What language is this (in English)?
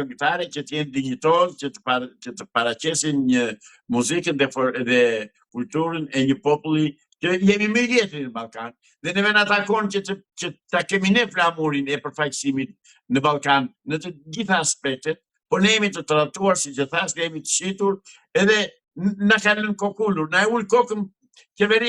Albanian